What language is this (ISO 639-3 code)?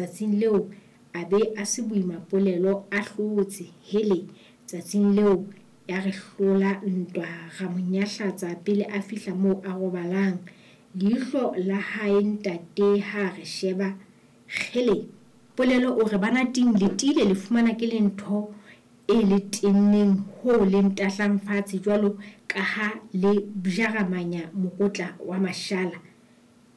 sot